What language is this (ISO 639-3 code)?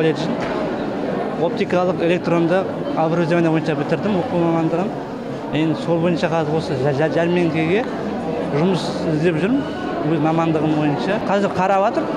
kaz